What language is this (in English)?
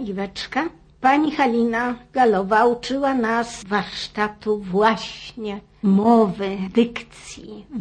Polish